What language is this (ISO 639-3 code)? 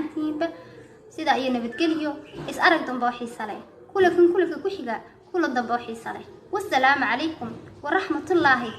som